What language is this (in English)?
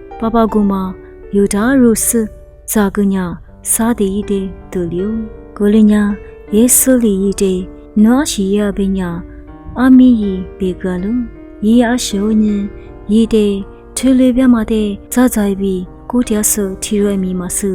Lisu